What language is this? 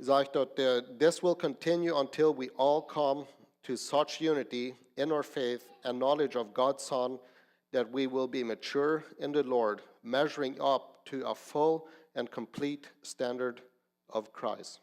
Plautdietsch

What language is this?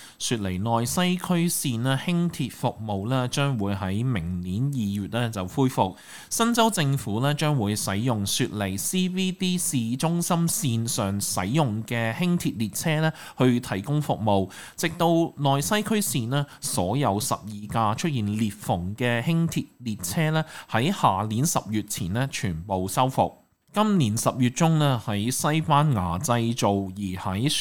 Cantonese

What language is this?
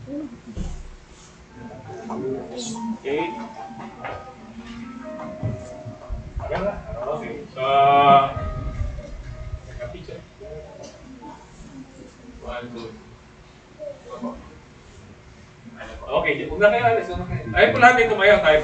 Filipino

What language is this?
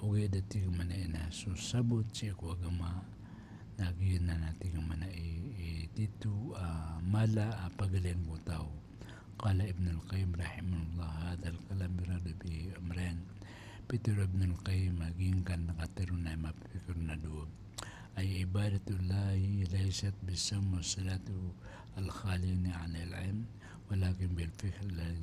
Maranao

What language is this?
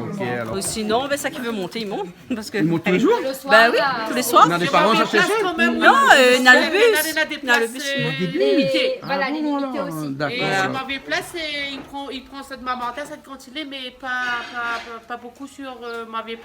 Réunion Creole French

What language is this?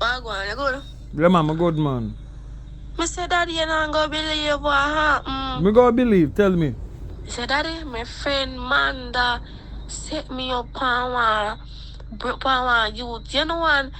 Jamaican Creole English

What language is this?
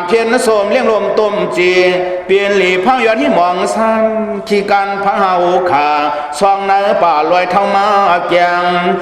Shan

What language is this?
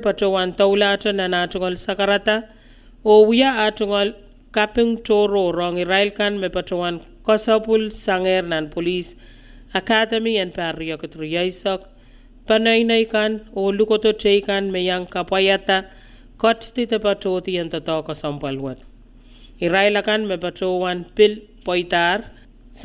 Pohnpeian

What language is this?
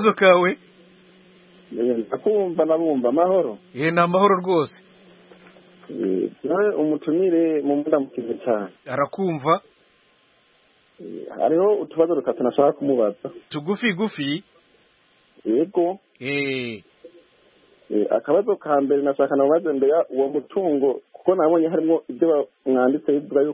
Kinyarwanda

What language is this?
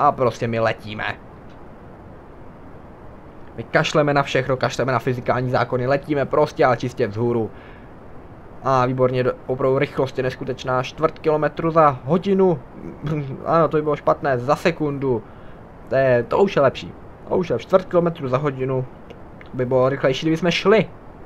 Czech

